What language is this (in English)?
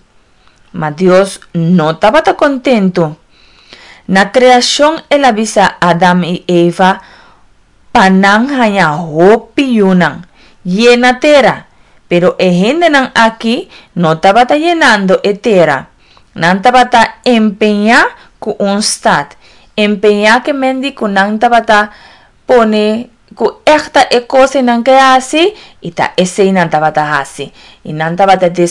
Papiamento